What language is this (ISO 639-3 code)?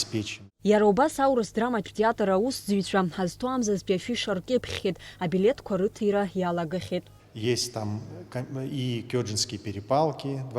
abk